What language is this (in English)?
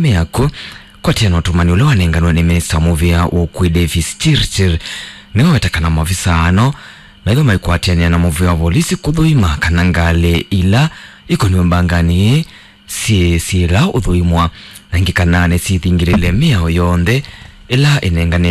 Kamba